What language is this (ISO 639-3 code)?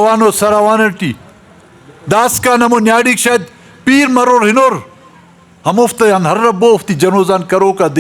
brh